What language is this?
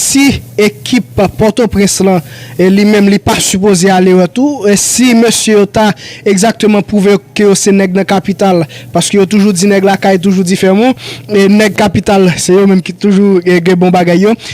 Haitian Creole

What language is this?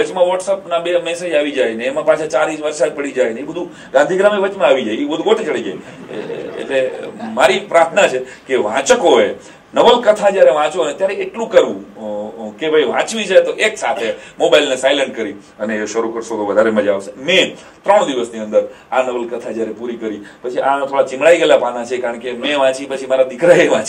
Gujarati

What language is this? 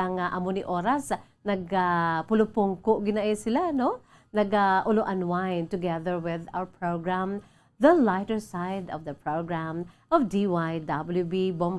Hiligaynon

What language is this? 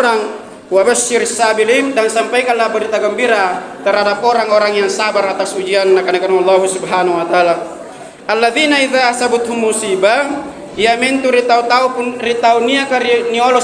Makasar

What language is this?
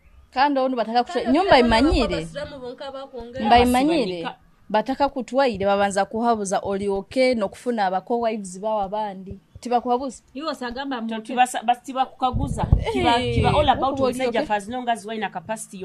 Nyoro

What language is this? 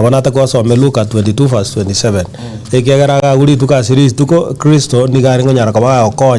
Gusii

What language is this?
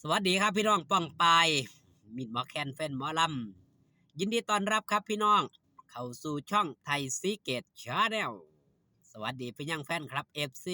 Northeastern Thai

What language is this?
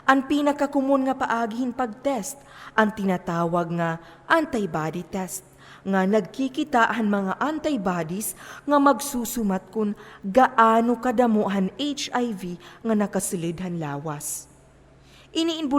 Waray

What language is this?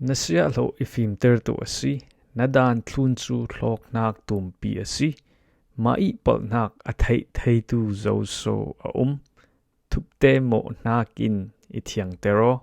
Falam Chin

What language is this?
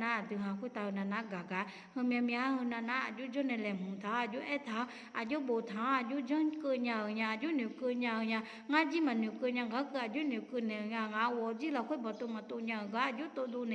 Akha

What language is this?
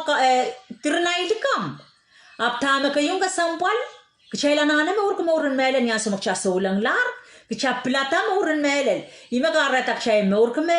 Pohnpeian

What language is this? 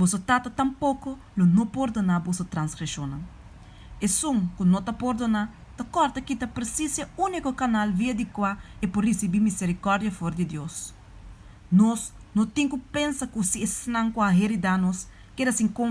Papiamento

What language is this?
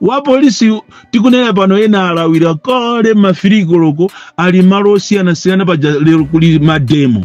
Nyanja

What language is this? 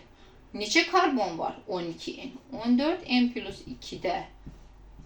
Azerbaijani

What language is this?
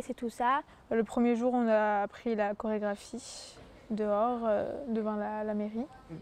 French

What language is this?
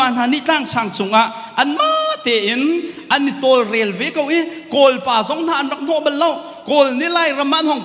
Hakha Chin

